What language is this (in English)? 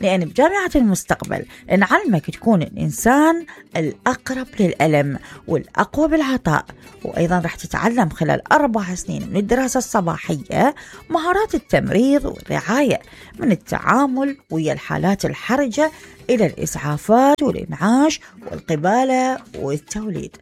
Mesopotamian Arabic